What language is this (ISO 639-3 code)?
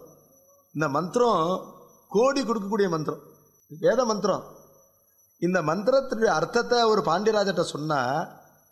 tam